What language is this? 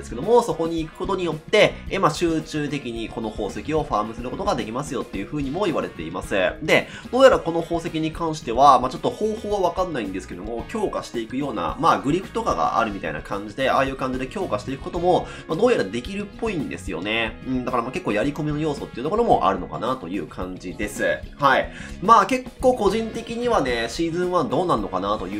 Japanese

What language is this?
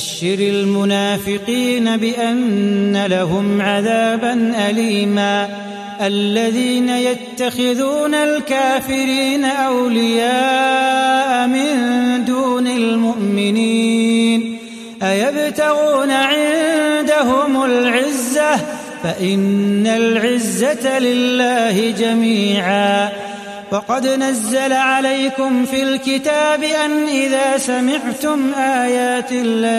Arabic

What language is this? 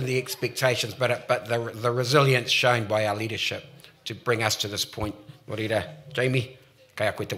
Māori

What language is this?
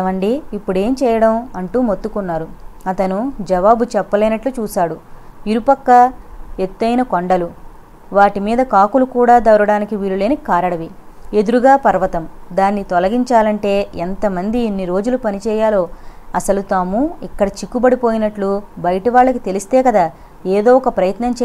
Telugu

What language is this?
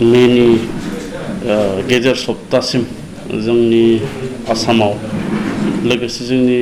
Bodo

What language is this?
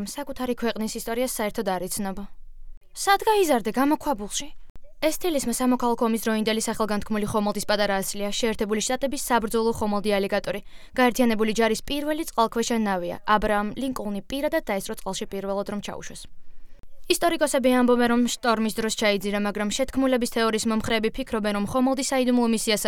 Georgian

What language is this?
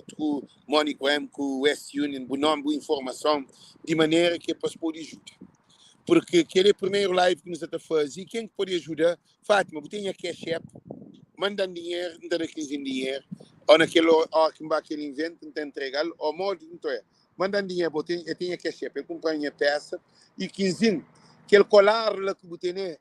Kabuverdianu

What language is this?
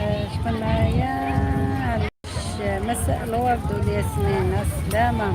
Algerian Arabic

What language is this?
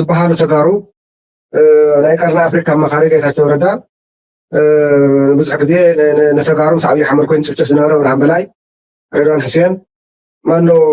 Tigrinya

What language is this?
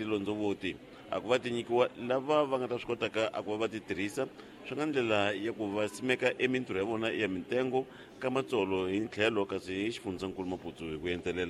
Tsonga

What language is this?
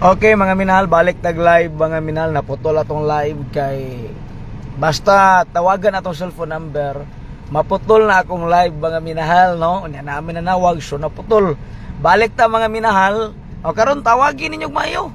Cebuano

